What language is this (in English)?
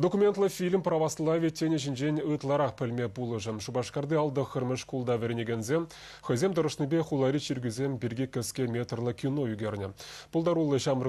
Chuvash